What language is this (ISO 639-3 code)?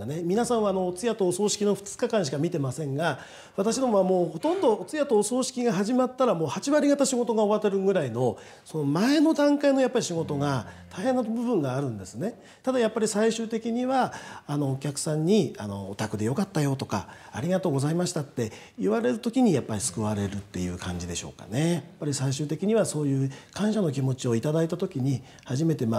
jpn